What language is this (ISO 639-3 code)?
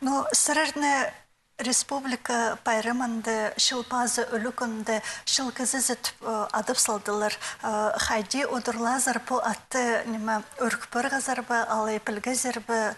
kjh